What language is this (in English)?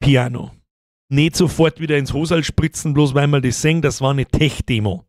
Bavarian